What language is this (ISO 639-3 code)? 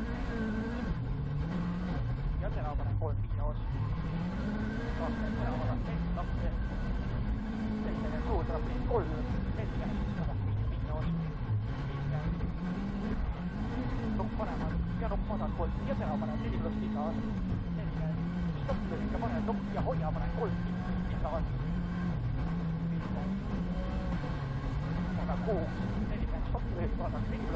est